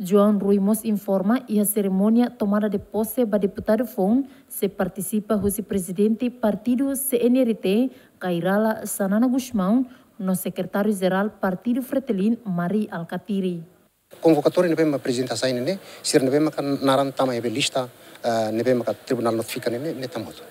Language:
Tetum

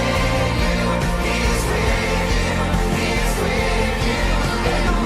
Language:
Fijian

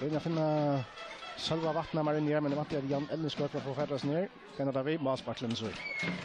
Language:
Faroese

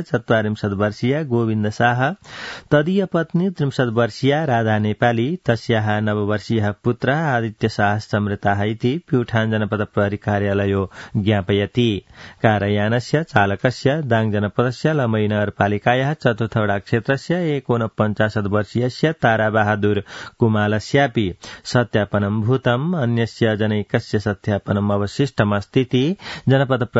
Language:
Sanskrit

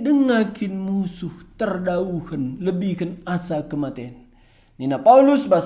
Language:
Batak Karo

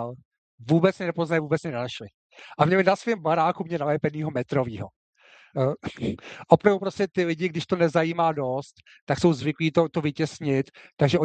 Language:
Czech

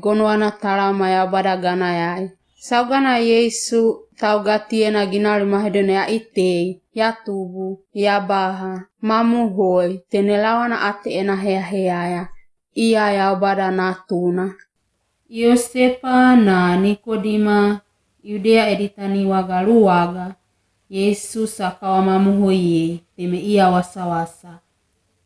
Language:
Wagawaga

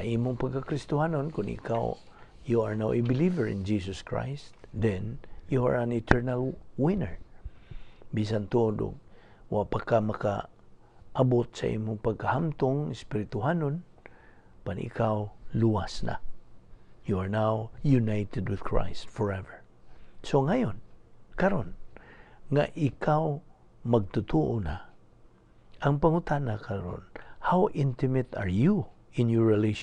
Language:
Cebuano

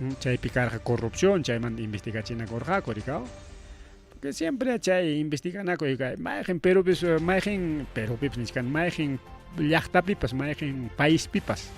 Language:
Ayacucho Quechua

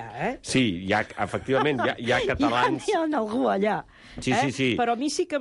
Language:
Catalan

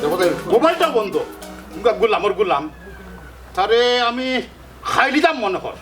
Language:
Sylheti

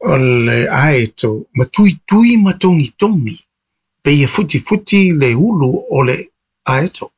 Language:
Samoan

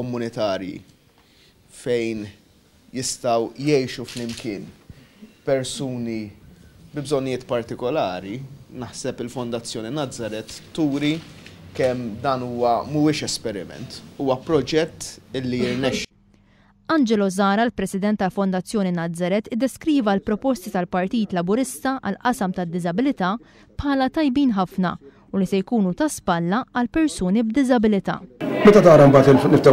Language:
Maltese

